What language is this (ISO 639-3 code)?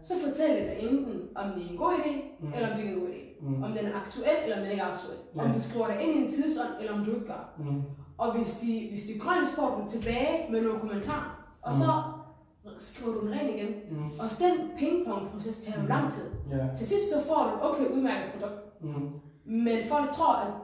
dan